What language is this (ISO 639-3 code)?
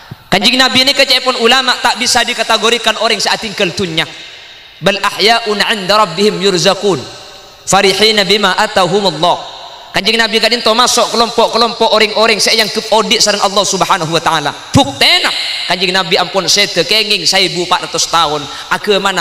mad